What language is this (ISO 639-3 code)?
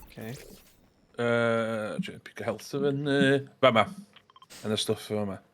cym